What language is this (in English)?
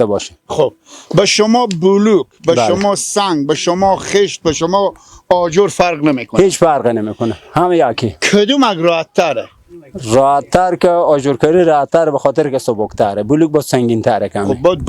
Persian